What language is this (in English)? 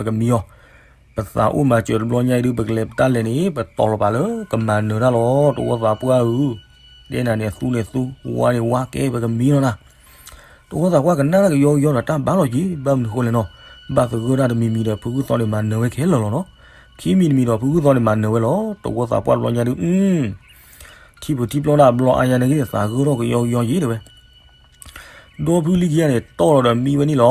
S'gaw Karen